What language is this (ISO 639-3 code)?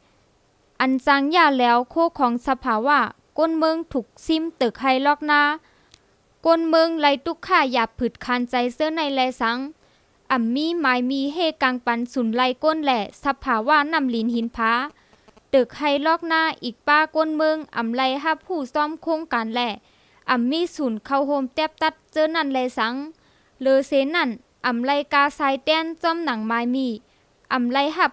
shn